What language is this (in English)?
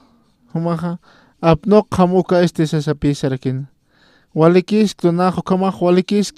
Aymara